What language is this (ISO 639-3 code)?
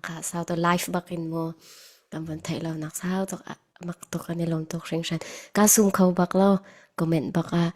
cfm